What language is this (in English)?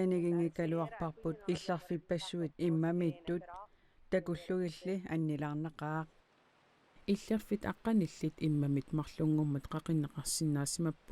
Kalaallisut